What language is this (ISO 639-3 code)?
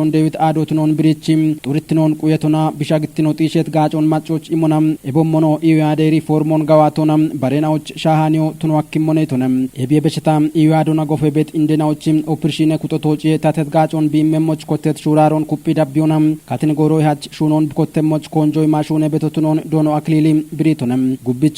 kbr